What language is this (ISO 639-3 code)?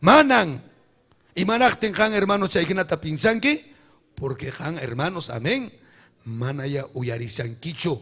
quy